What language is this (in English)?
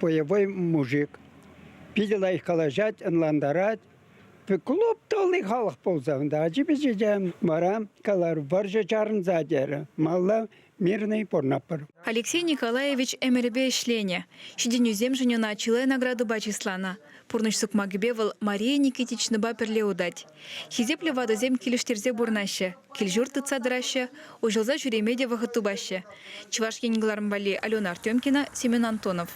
Chuvash